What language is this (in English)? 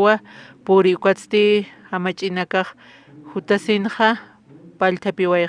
Aymara